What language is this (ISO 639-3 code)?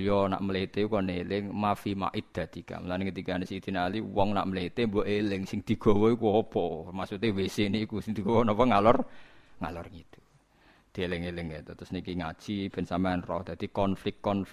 jav